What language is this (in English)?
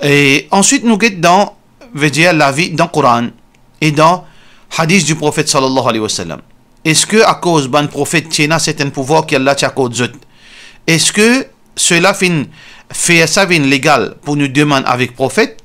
Morisyen